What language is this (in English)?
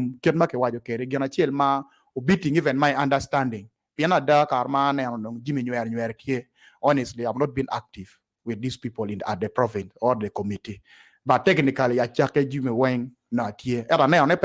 Acoli